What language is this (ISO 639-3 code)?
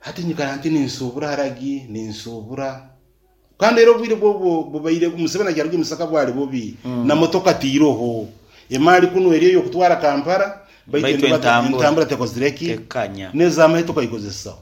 nyn